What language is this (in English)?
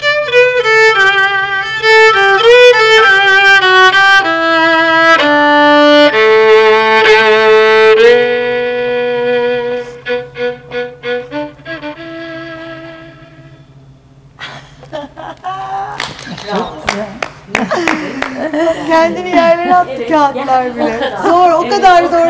Turkish